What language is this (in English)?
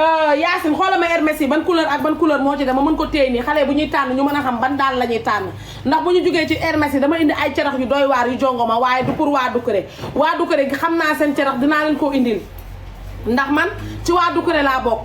Wolof